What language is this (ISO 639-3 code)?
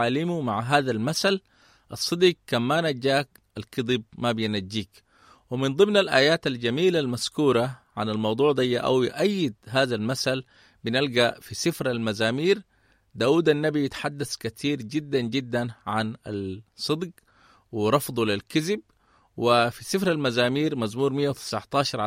apd